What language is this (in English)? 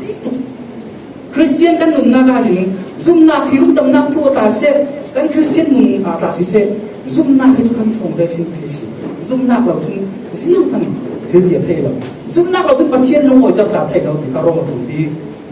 Falam Chin